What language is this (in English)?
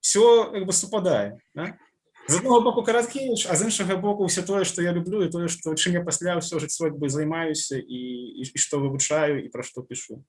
Belarusian